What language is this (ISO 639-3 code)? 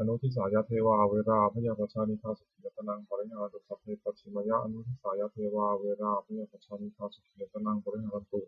pli